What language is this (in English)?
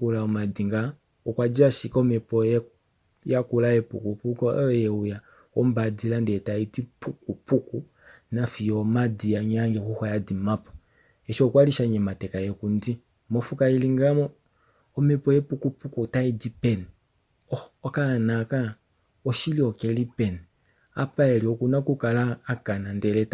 Kuanyama